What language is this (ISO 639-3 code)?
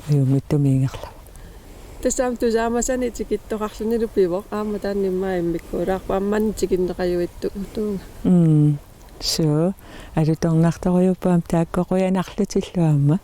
kal